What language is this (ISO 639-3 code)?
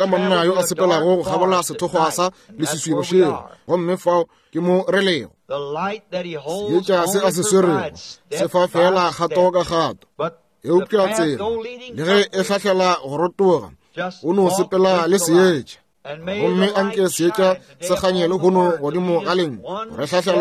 nso